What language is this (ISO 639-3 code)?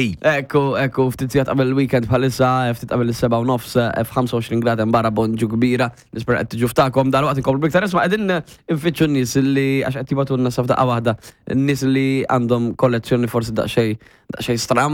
mlt